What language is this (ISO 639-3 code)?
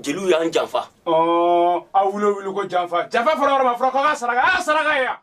bam